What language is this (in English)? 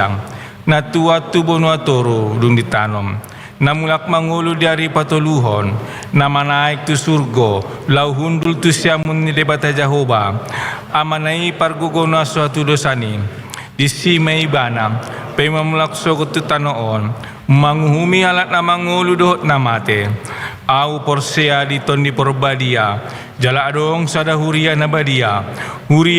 Batak Toba